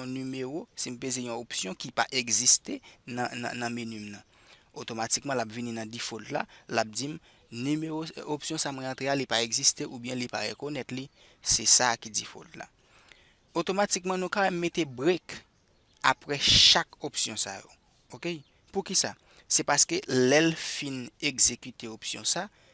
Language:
Haitian Creole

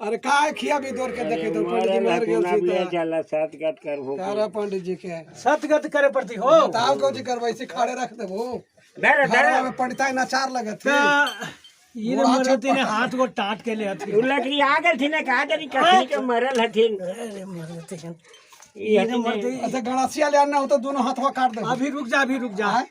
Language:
Magahi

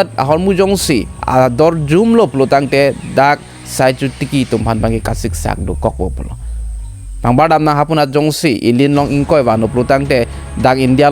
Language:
Karbi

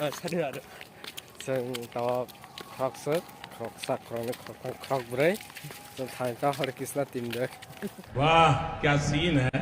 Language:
Kok Borok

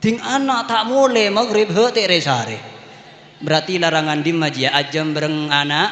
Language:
Madurese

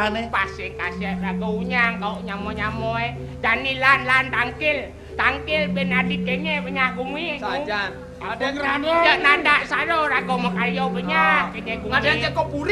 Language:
Balinese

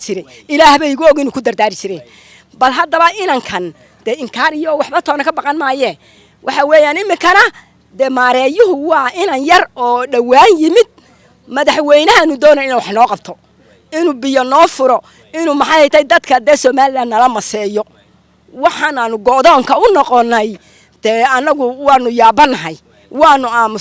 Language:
Somali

